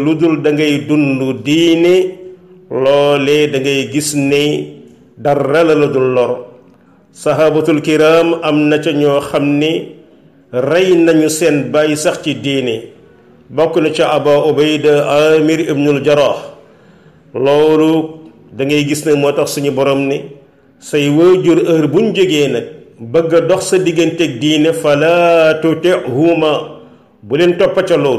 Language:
Wolof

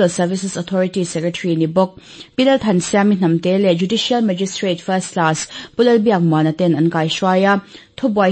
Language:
Mizo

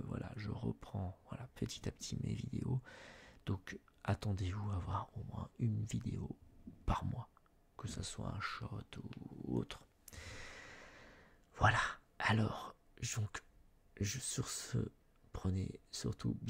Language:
French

